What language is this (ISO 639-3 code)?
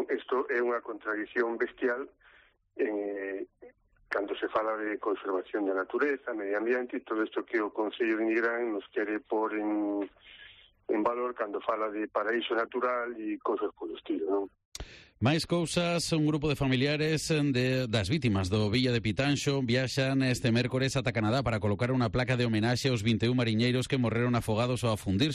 glg